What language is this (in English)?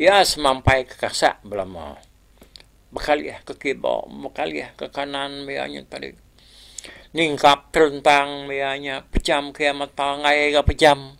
Iban